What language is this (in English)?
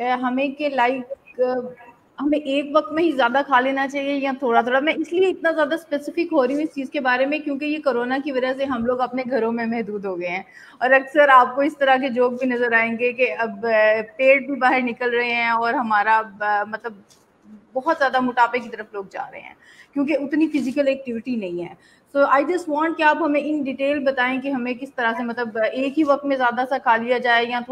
Urdu